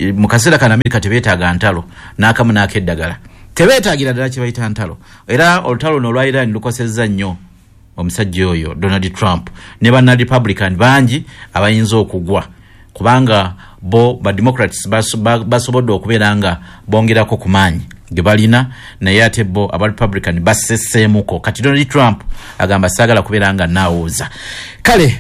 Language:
Ganda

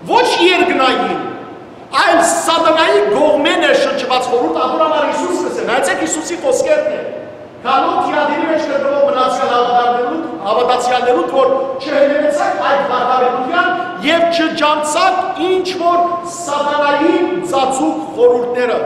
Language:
Western Armenian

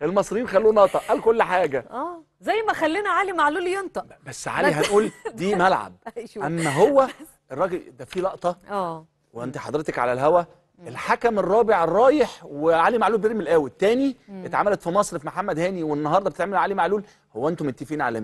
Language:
Egyptian Arabic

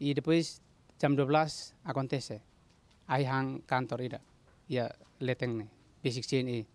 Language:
Tetum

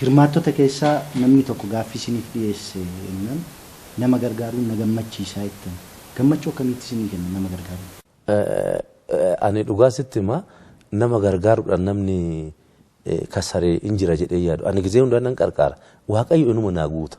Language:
Oromo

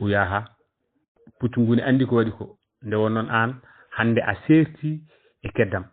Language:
Fula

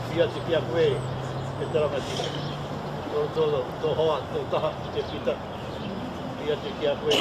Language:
Māori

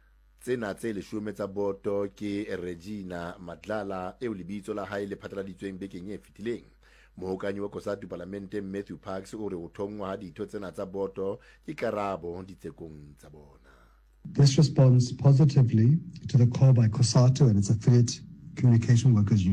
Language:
Southern Sotho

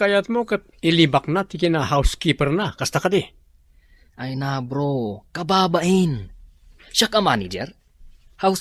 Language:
Iloko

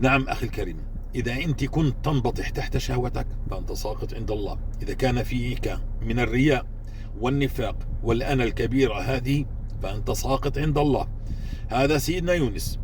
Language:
North Levantine Arabic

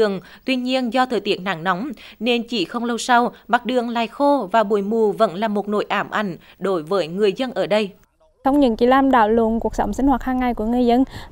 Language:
Vietnamese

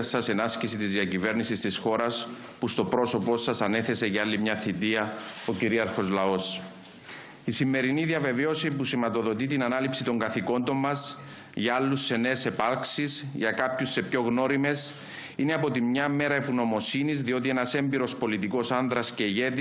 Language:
Greek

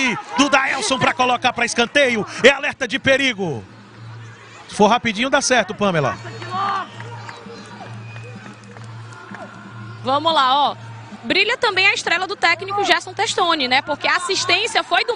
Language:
Portuguese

